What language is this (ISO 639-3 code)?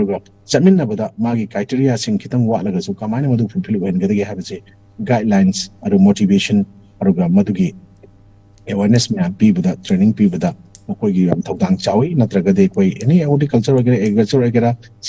mni